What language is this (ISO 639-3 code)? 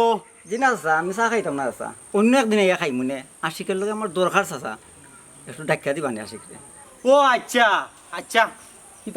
syl